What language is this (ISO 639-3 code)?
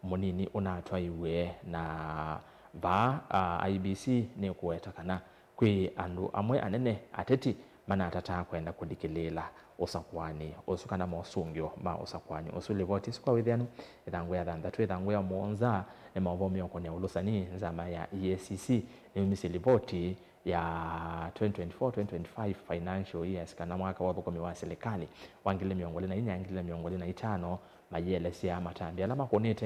kam